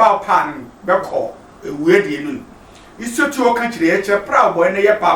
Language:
Sehwi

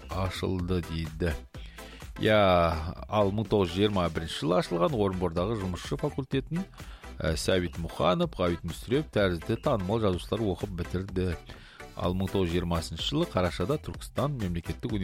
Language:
Kazakh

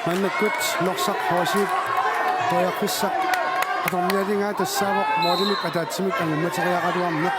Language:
Kalaallisut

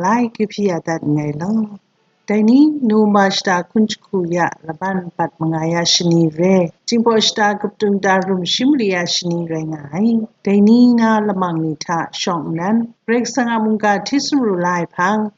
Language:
Kachin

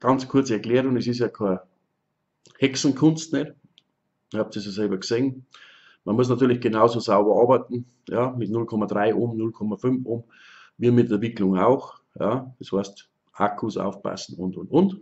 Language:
Bavarian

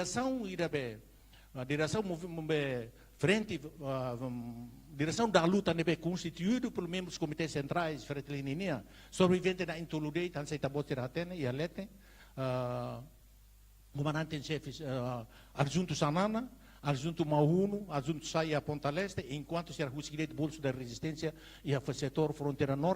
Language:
Tetum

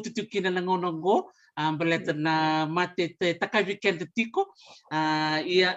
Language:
Fijian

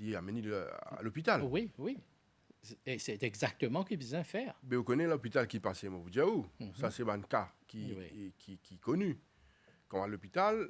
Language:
Morisyen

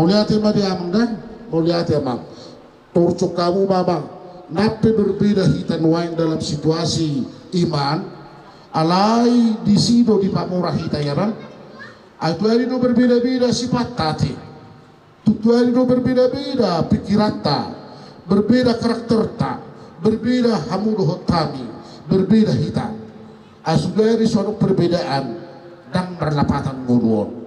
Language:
Batak Toba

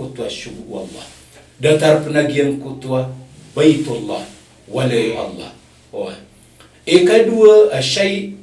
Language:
Maranao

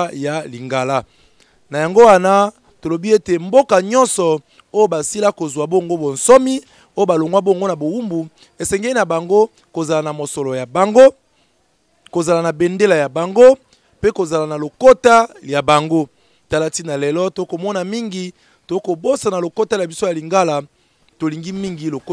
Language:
Lingala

